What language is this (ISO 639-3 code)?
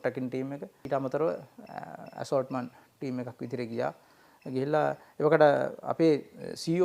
sin